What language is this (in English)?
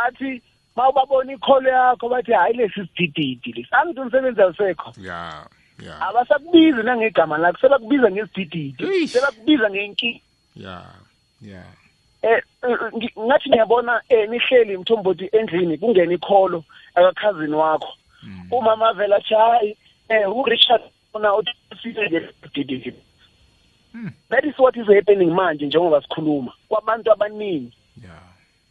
South Ndebele